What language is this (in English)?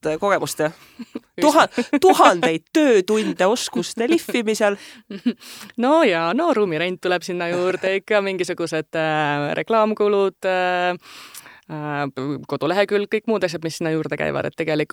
Estonian